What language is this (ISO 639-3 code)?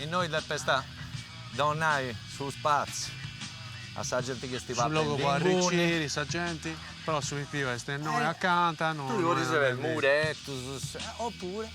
srd